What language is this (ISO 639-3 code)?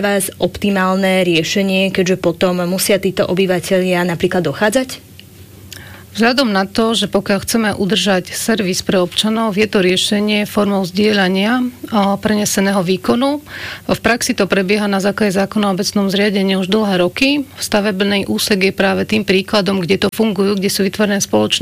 slk